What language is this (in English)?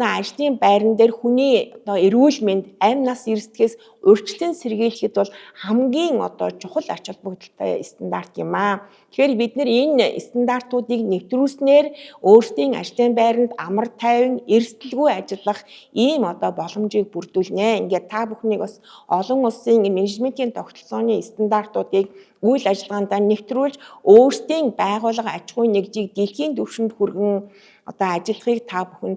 Mongolian